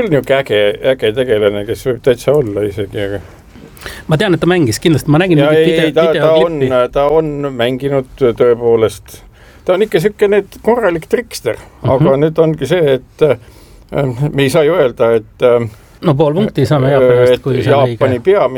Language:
Estonian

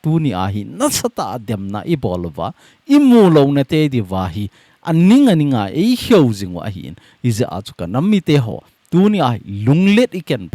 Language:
Thado Chin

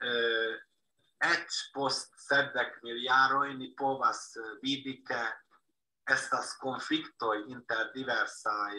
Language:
Esperanto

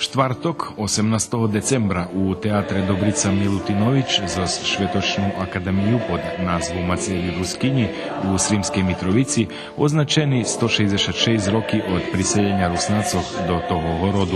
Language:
Rusyn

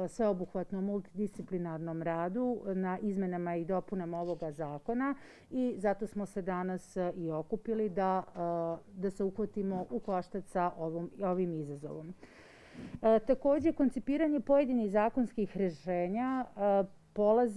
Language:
Serbian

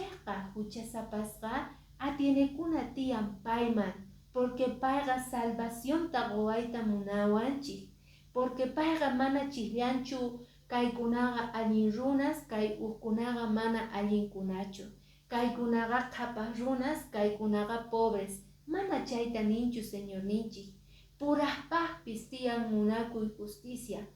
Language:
Quechua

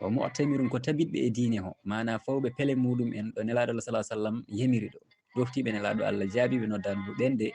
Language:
Fula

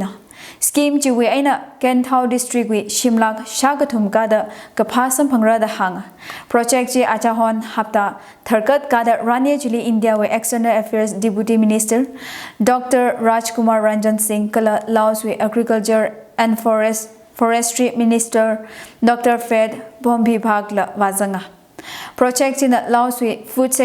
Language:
Tangkhul Naga (India)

